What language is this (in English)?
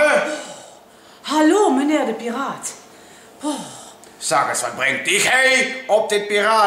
Limburgish